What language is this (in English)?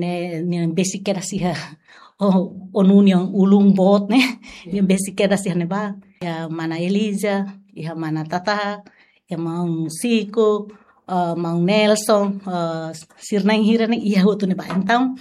Tetum